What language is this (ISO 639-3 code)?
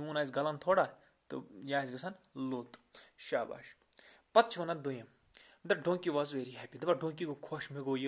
kas